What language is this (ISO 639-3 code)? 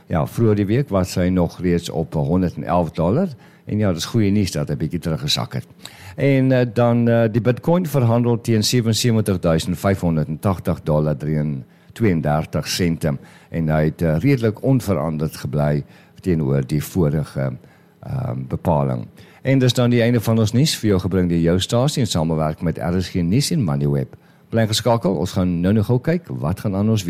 afr